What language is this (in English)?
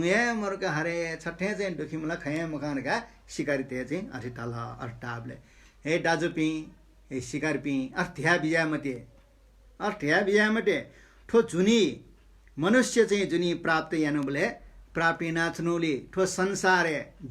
Newari